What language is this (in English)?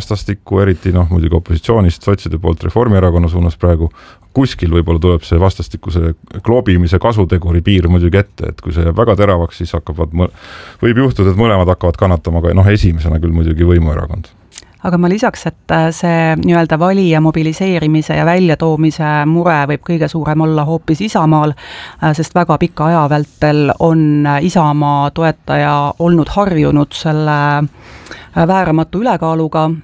Estonian